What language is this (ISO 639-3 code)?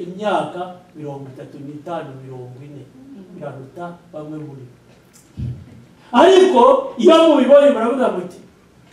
kin